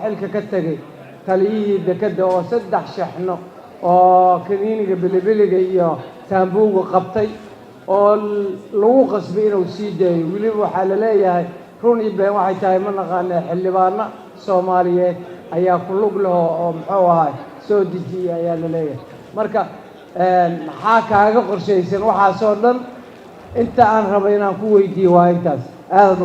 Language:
Somali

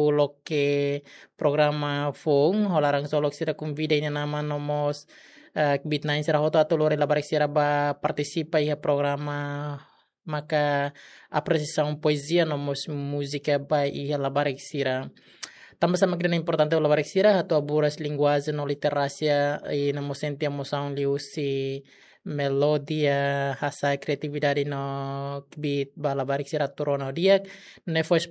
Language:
Tetum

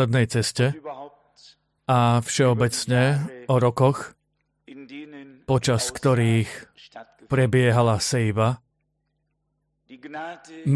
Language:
Slovak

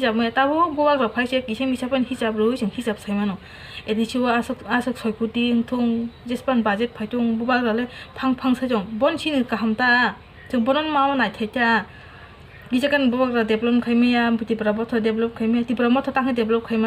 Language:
Kok Borok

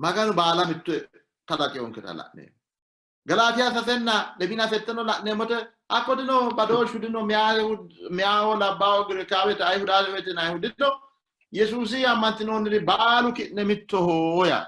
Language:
Sidamo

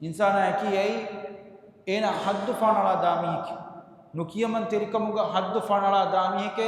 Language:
Divehi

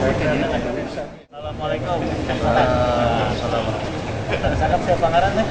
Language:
Banjar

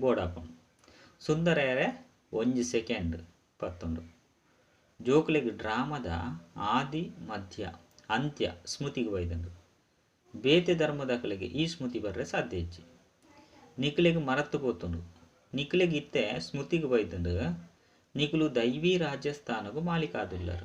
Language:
Tulu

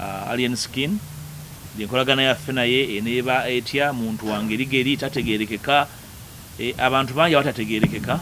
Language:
Ganda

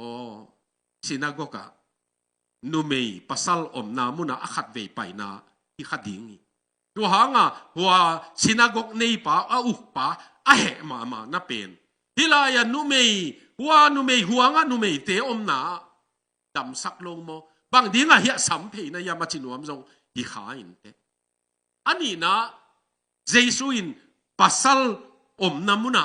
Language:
Tedim Chin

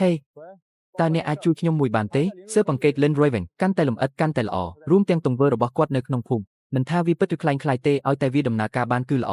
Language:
Khmer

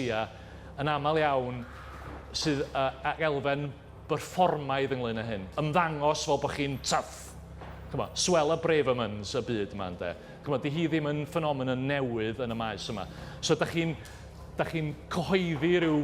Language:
Welsh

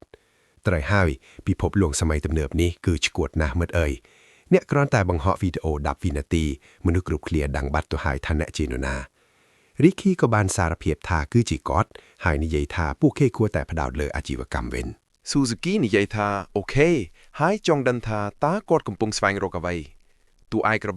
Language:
Khmer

